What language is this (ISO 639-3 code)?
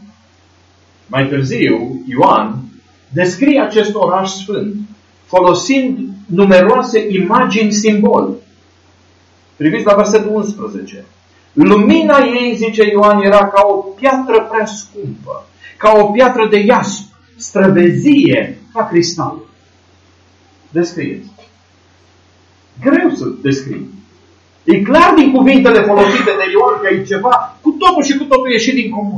ron